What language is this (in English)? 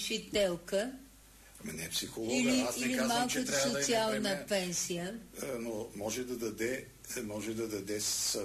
Bulgarian